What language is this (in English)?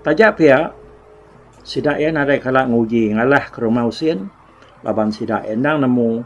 Iban